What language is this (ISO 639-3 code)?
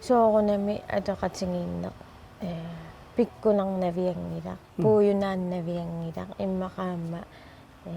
kal